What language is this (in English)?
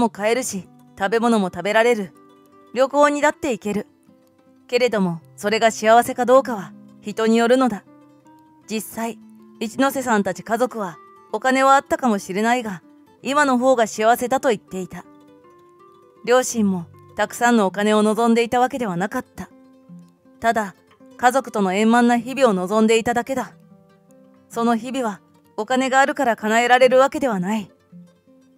Japanese